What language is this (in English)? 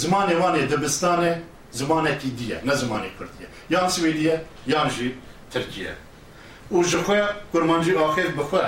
Kurdish